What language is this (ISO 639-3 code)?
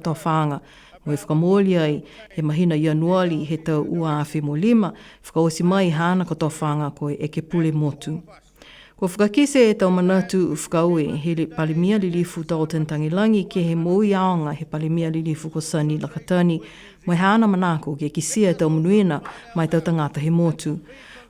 niu